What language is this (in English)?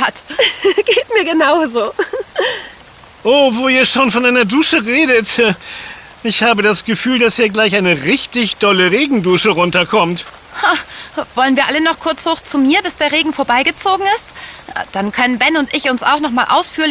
German